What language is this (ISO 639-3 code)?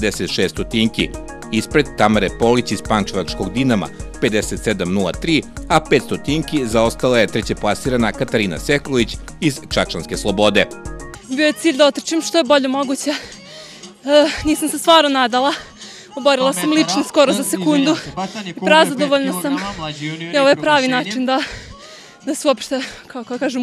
srp